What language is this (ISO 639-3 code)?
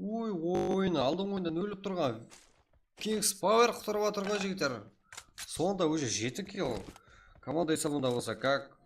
kaa